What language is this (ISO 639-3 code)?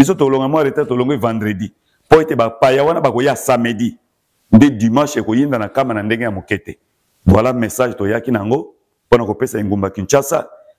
lin